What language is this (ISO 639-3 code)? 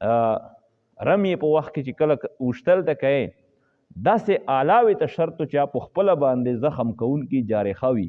pus